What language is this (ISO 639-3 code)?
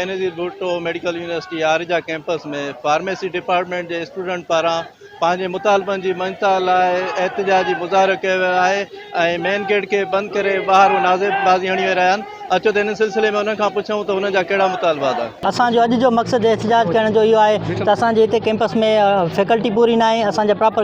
snd